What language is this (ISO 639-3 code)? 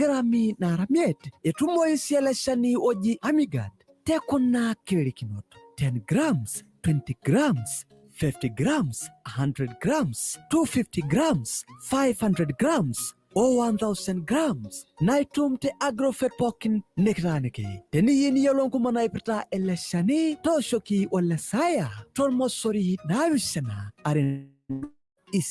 mas